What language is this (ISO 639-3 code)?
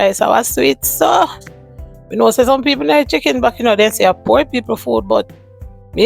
jam